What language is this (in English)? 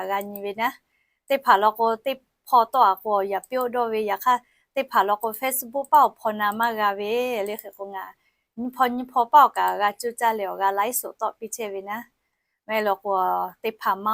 Lahu